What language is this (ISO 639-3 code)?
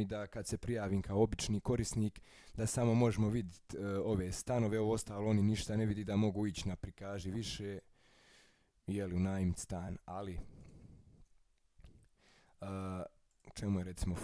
hrv